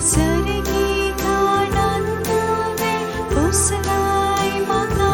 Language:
Konkani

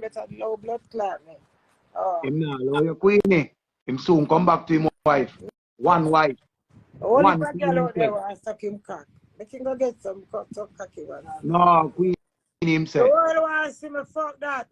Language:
Jamaican Creole English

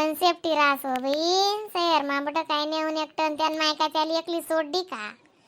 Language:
Khandesi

